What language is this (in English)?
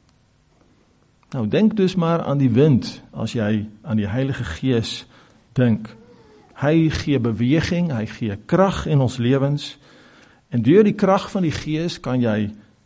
Afrikaans